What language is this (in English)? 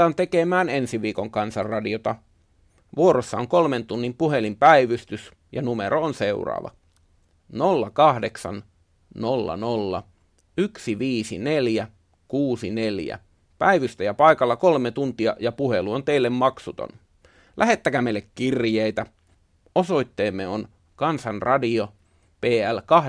Finnish